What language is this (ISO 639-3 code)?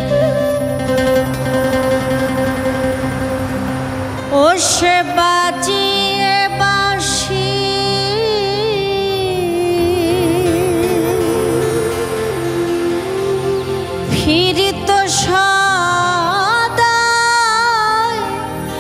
ben